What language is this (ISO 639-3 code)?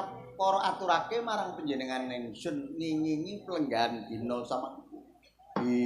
jav